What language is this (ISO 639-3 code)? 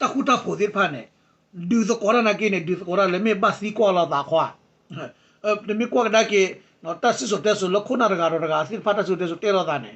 ksw